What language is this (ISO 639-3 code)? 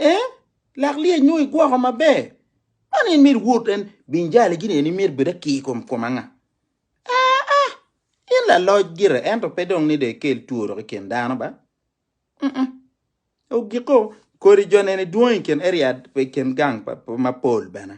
ach